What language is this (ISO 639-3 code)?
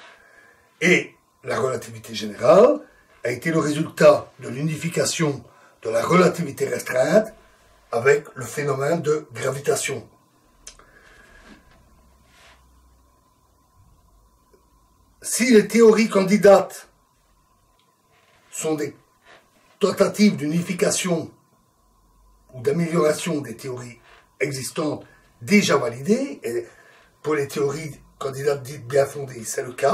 fra